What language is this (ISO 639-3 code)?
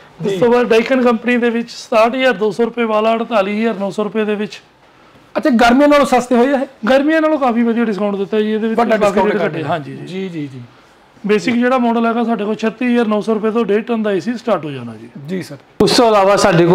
pan